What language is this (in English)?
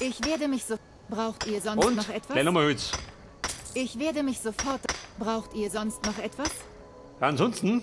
Bavarian